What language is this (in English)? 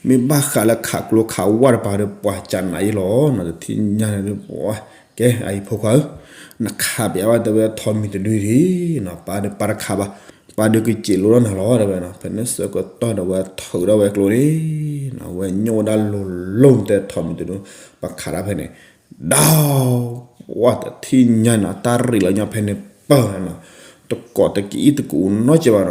S'gaw Karen